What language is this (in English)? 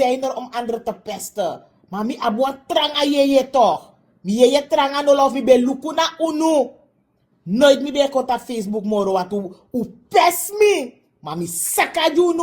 Sranan Tongo